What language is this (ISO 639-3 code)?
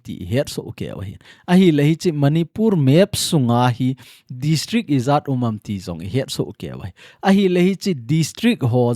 tcz